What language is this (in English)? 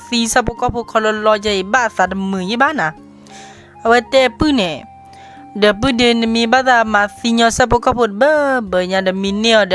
S'gaw Karen